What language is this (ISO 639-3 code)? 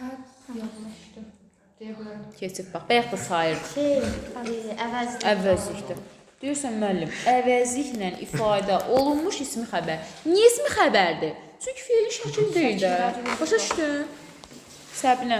aze